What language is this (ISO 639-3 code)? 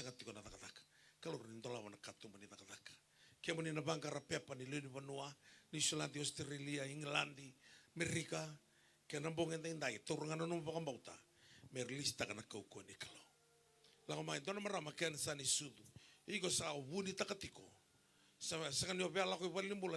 fij